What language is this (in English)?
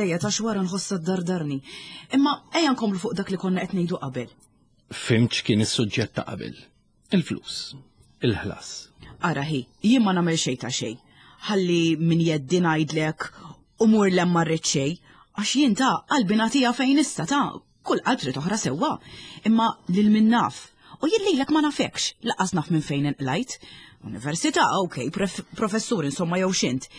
Maltese